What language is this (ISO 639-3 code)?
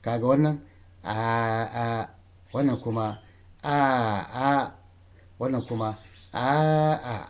hau